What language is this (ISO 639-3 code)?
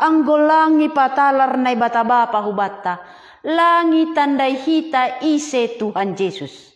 bts